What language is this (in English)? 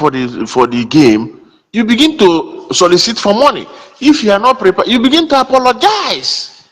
Igbo